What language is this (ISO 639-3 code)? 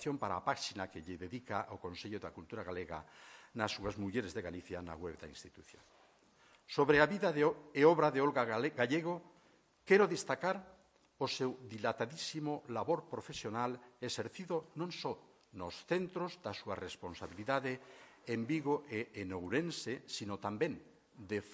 glg